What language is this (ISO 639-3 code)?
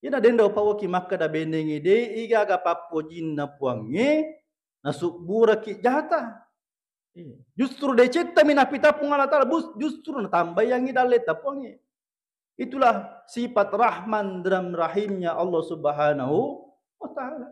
bug